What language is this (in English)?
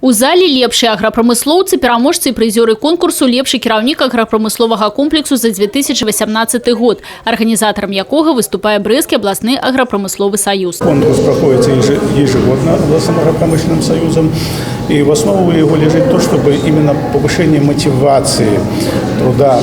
Belarusian